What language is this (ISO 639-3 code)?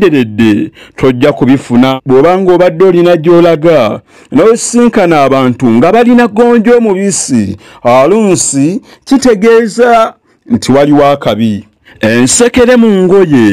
lug